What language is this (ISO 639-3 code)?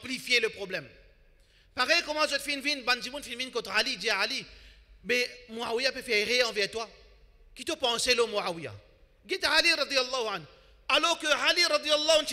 fra